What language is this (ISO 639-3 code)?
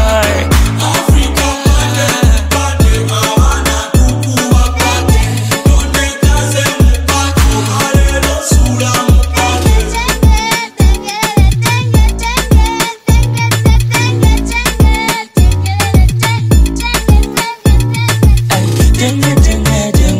swa